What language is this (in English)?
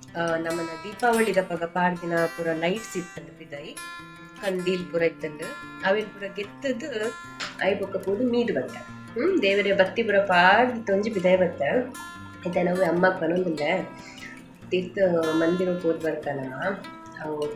Tulu